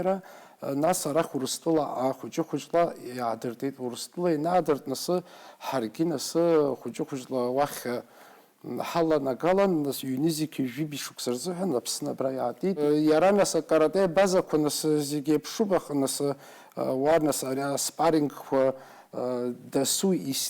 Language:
Abkhazian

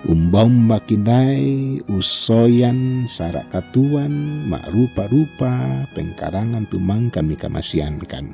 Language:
Toraja-Sa'dan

